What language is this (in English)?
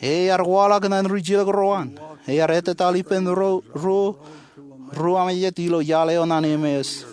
Marshallese